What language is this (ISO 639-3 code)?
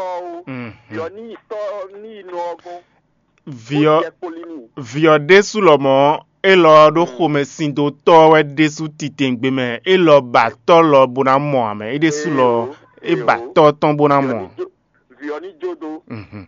fon